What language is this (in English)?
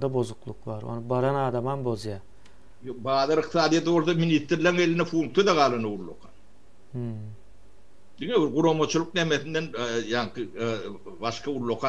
Turkmen